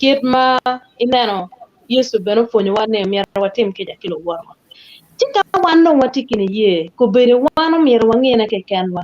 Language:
Acoli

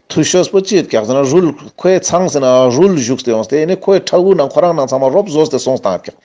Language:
Ladakhi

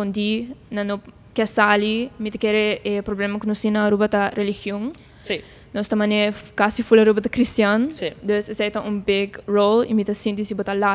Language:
Papiamento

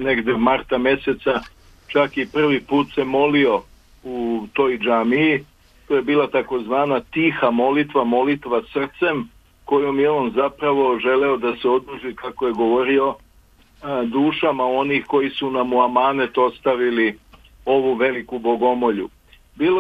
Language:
Serbian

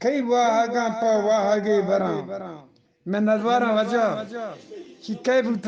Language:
Eastern Balochi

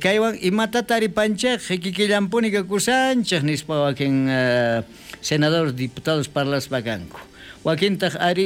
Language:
South Bolivian Quechua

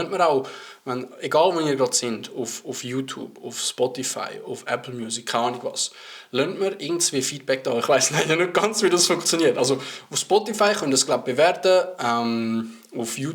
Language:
Swiss German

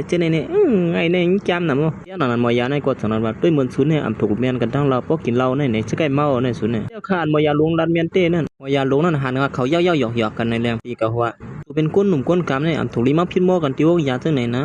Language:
Shan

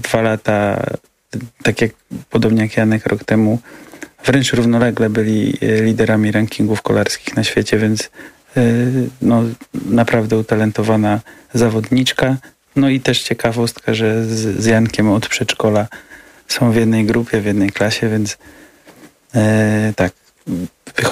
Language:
Polish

